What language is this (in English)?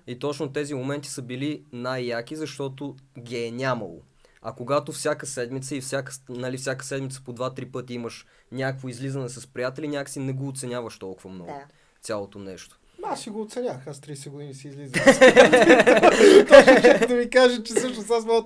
Bulgarian